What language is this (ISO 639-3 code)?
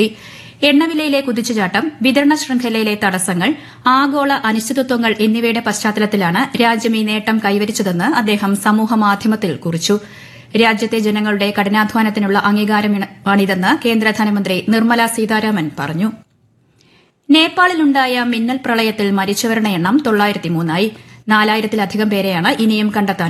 mal